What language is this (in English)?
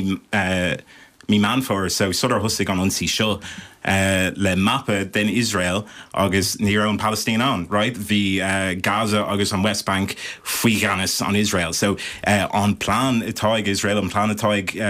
Irish